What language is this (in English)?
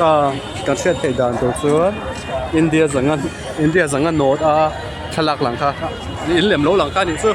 Mizo